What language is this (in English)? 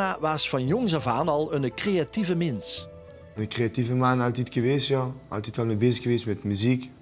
Limburgish